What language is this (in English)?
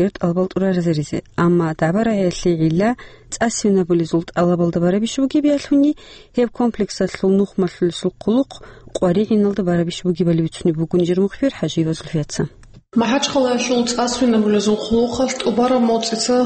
Avaric